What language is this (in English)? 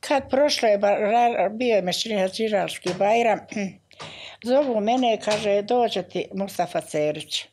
Bosnian